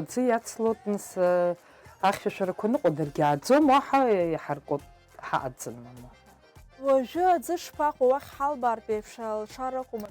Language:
Abkhazian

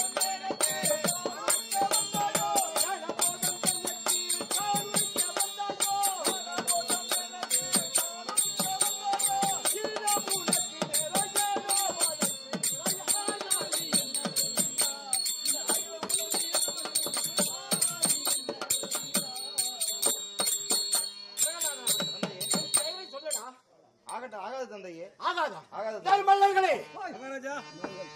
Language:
Tamil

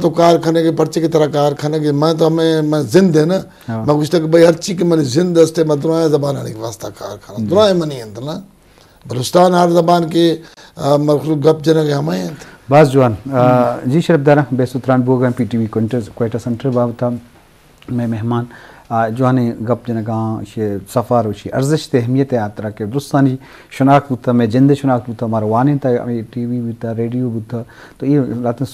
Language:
Eastern Balochi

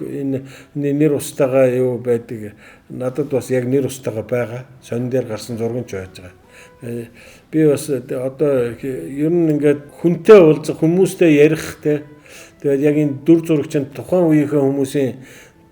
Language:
Mongolian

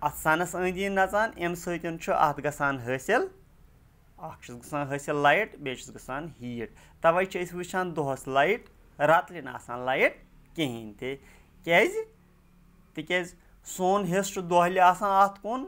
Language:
Kashmiri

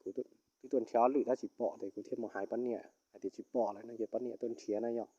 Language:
Hmong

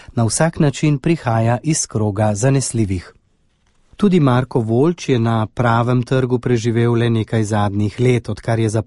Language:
Slovenian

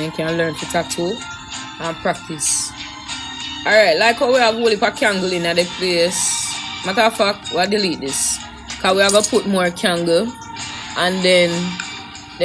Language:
Jamaican Creole English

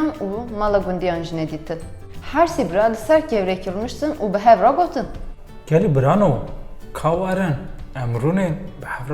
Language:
Kurdish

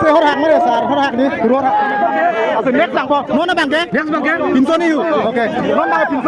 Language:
Karbi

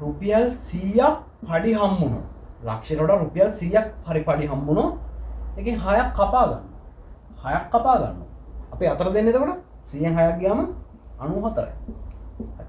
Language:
Sinhala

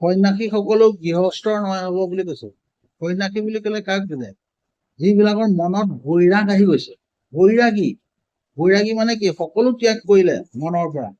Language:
Assamese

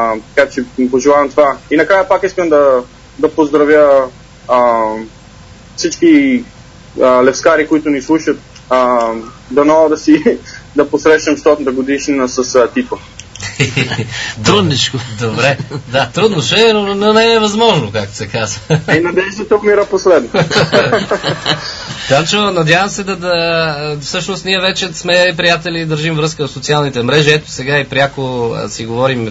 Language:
Bulgarian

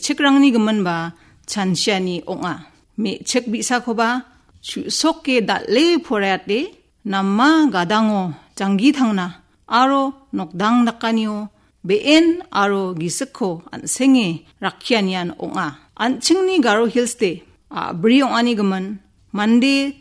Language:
Garo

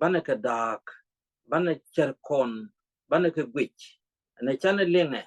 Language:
Nuer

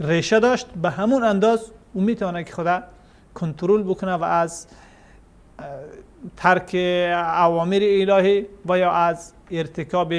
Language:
Persian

